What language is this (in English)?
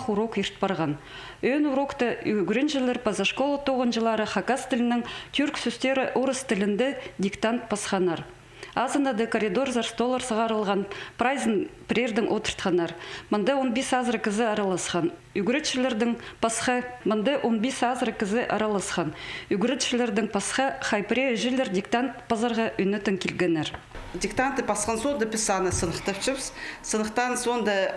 Khakas